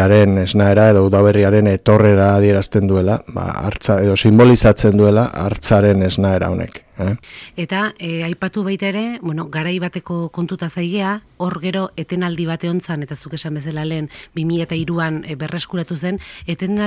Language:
Basque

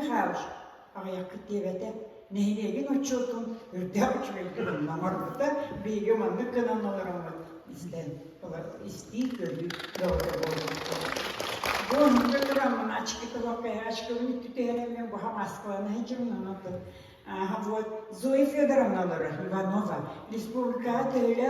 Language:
Yakut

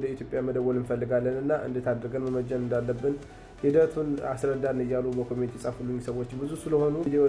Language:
Amharic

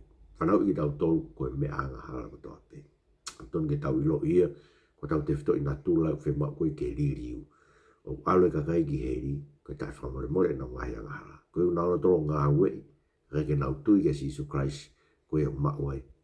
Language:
Tongan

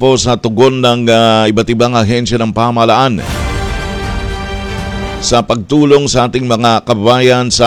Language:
Filipino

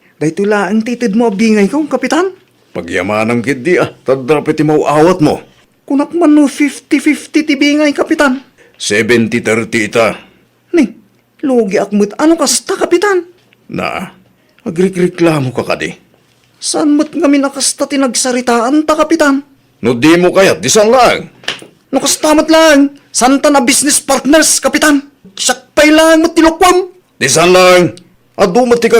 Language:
Iloko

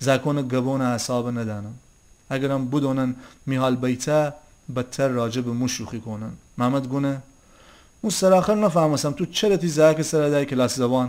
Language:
Gilaki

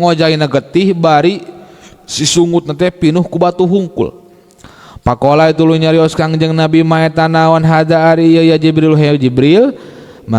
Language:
Sundanese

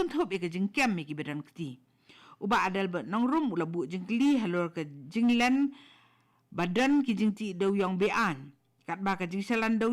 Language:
Khasi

